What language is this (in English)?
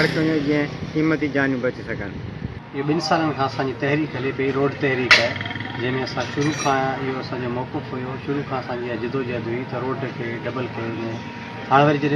Sindhi